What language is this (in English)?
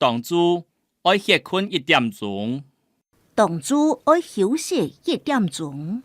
Hakka Chinese